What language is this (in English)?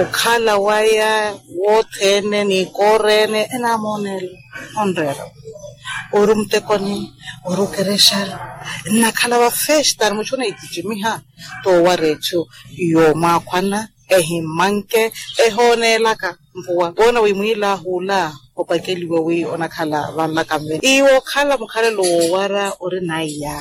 Makhuwa